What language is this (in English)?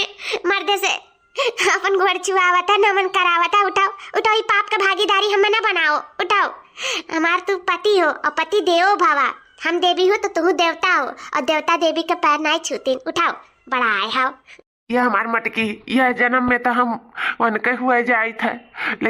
Awadhi